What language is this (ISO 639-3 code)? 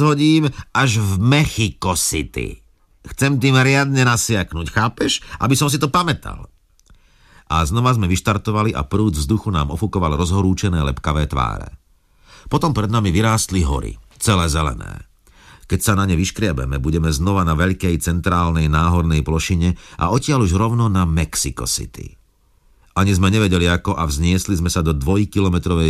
slk